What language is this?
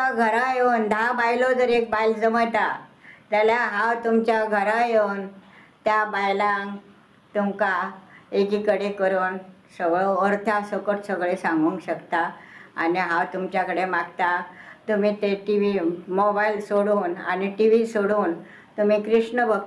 Konkani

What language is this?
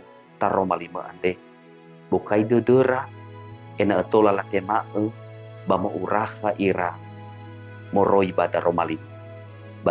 Nias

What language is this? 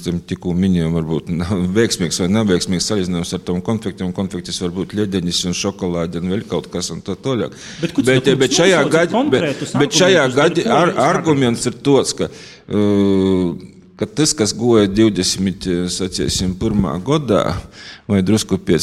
Latvian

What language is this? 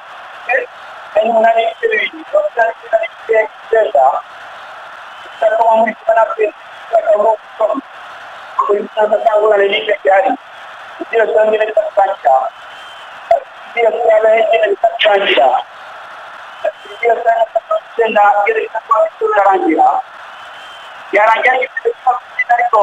Rundi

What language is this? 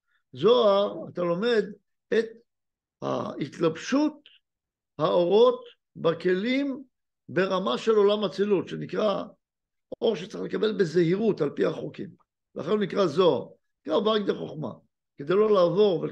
Hebrew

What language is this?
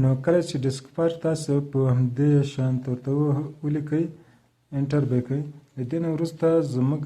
Pashto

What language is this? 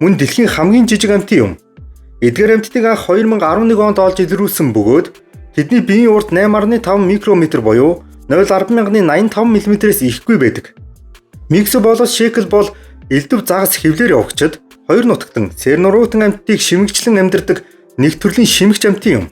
Mongolian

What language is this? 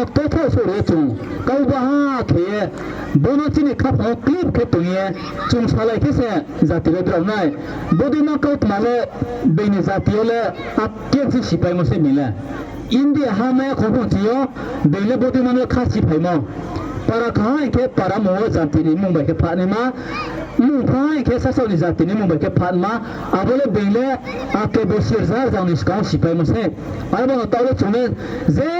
Riang (India)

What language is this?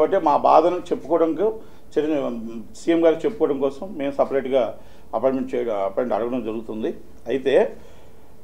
Telugu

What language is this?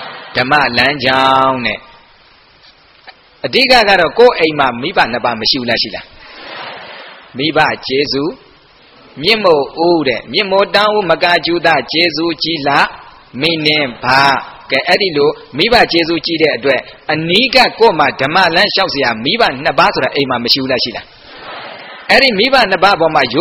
Burmese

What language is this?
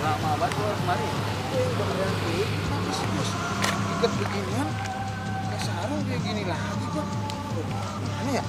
Betawi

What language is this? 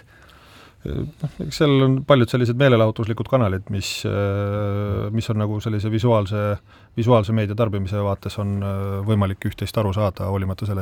Estonian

